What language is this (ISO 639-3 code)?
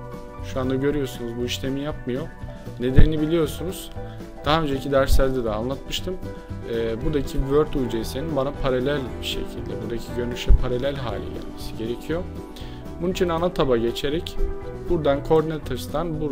tur